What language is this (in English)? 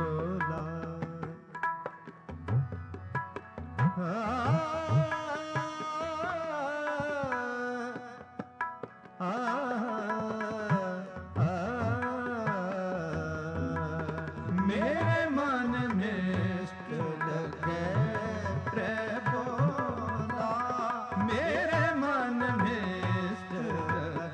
Punjabi